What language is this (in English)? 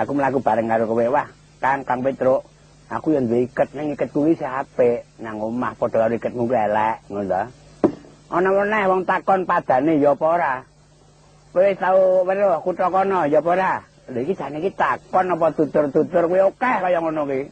Javanese